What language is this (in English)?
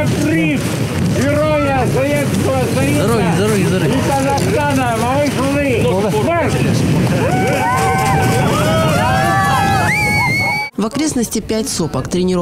Russian